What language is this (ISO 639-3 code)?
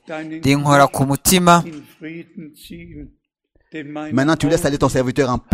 kin